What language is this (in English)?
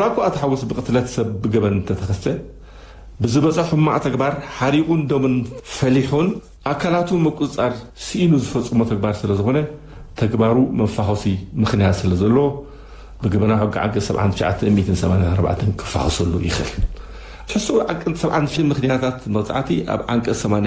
Tigrinya